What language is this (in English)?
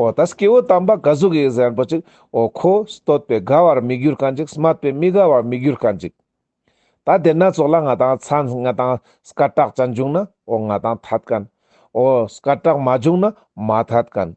Ladakhi